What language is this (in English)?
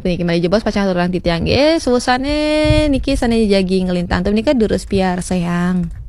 Balinese